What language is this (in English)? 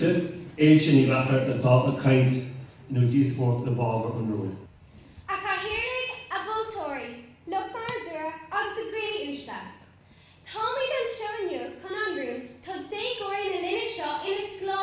Irish